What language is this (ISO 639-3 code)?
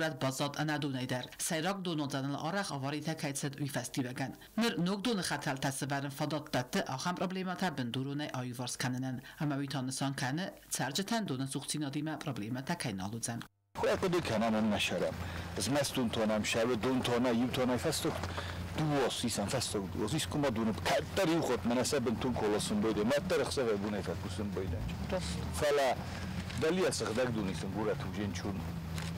oss